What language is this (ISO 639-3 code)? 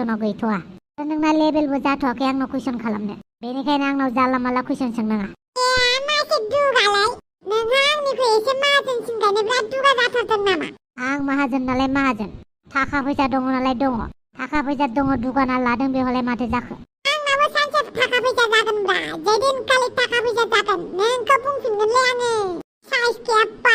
brx